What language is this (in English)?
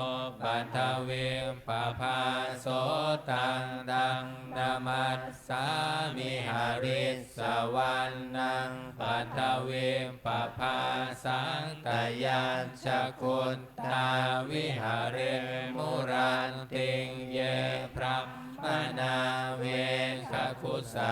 Pali